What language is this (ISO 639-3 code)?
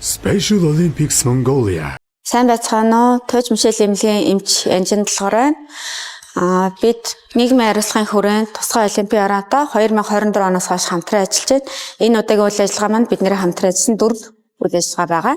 mon